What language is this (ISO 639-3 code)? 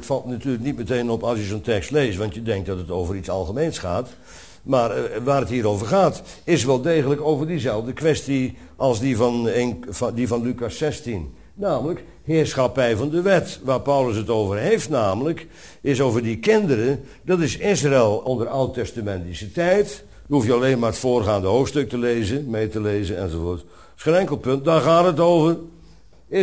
nld